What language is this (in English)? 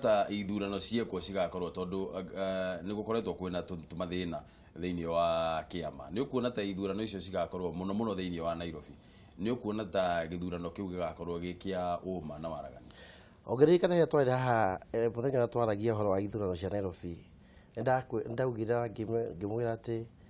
Kikuyu